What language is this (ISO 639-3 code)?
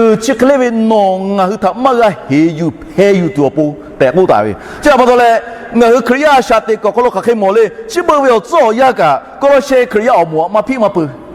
lhu